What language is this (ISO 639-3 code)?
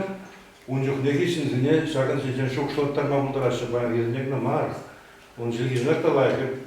chv